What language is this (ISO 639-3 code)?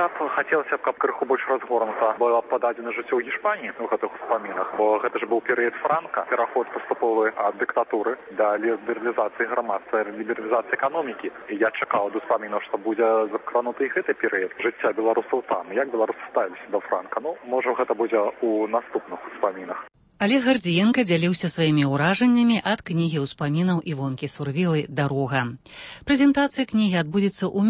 bel